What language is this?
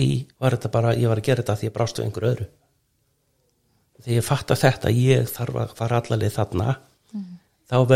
Icelandic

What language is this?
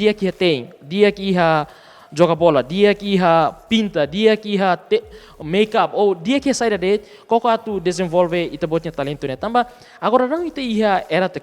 Tetum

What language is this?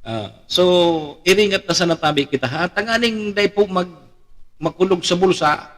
Bikol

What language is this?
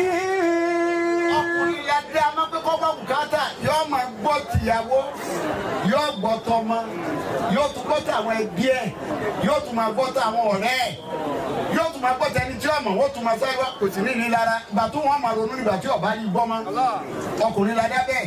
Yoruba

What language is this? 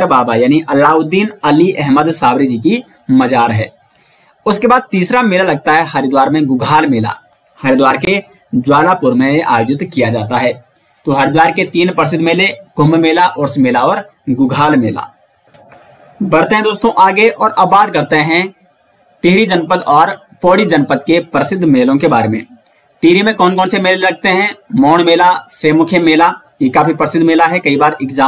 Hindi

